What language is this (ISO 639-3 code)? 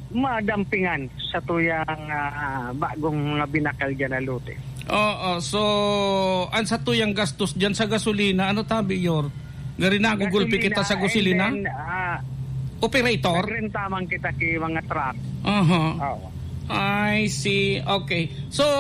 bik